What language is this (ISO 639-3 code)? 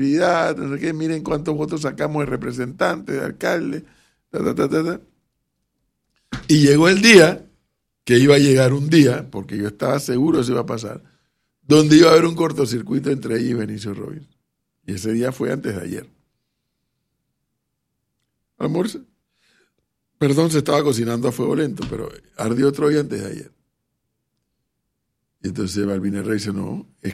spa